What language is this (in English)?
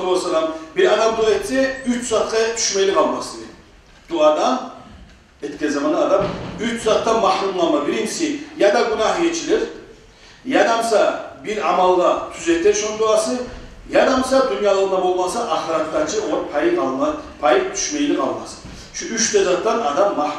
Kumyk